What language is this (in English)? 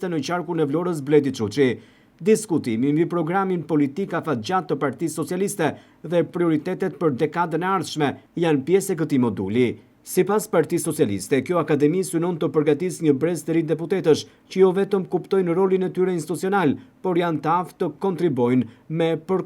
Albanian